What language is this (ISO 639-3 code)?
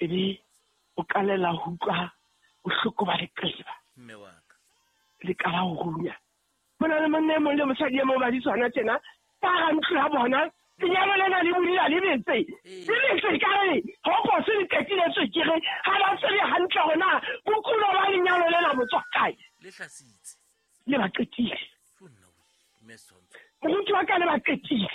sot